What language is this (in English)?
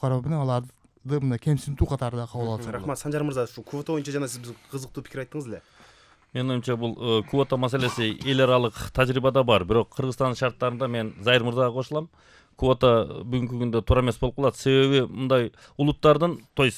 Kyrgyz